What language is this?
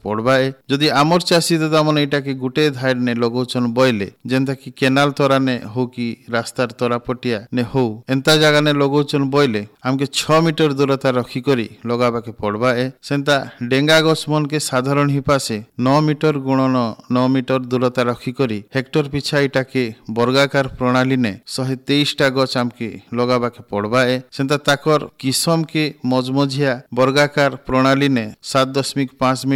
Odia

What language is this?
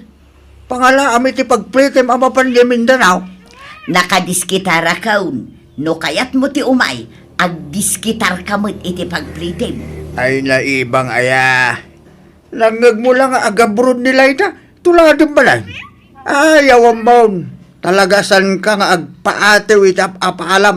Iloko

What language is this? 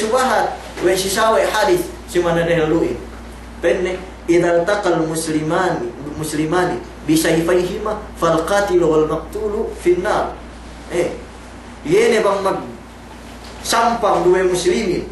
Yakan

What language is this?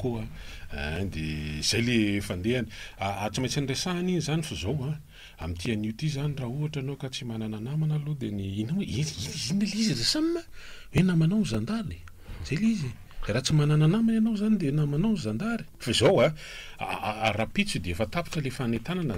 Malagasy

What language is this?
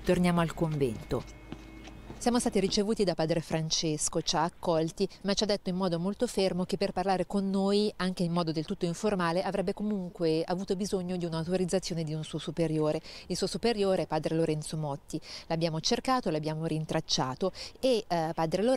Italian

